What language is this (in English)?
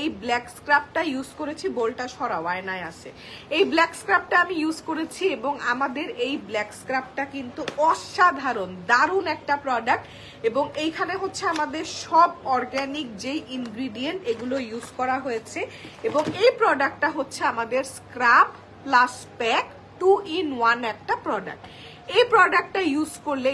Bangla